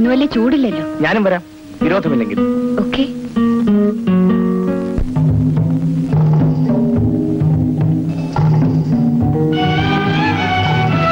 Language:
Malayalam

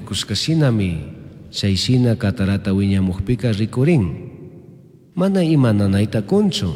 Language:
Chimborazo Highland Quichua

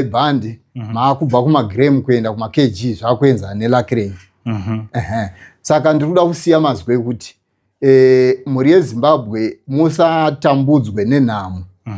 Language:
Shona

